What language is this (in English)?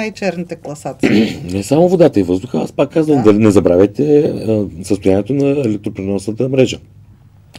Bulgarian